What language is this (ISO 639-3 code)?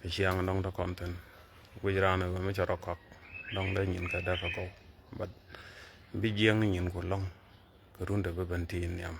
nus